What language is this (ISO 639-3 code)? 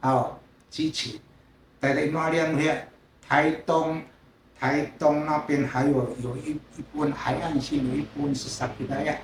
szy